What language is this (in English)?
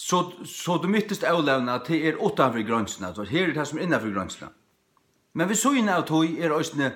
Faroese